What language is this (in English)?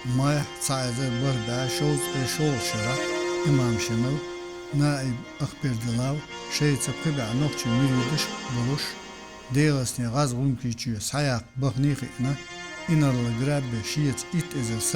Chechen